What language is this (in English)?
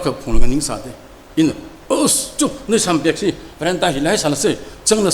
Tangkhul Naga (India)